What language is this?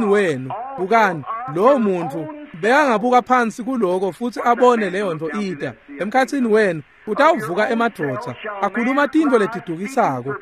Swati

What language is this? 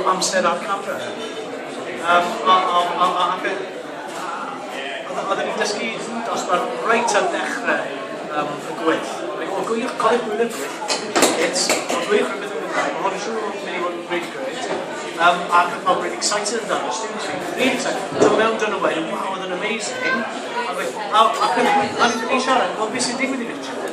Welsh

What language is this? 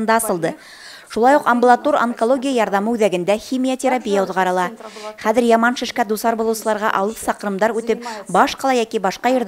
Bashkir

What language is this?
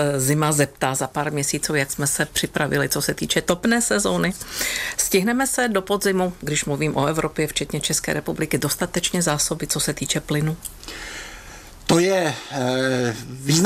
Czech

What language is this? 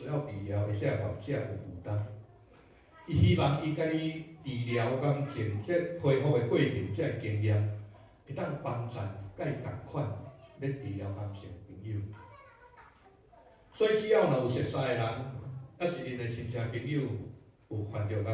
Min Nan Chinese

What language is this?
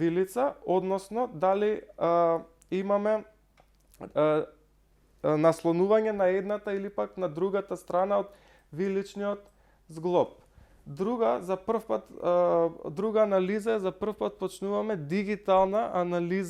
Macedonian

